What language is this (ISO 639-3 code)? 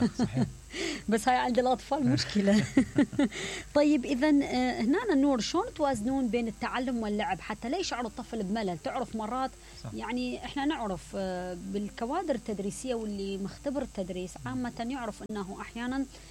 acm